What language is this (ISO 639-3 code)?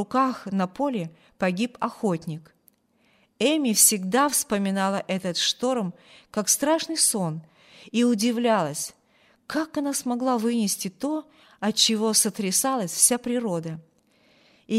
rus